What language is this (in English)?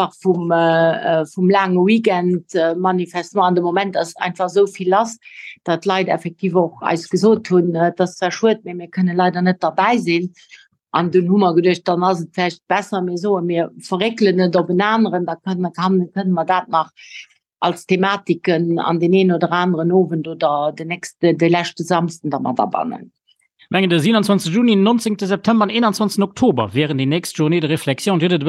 Luxembourgish